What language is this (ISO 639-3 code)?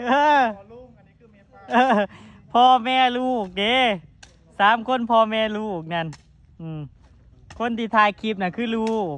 tts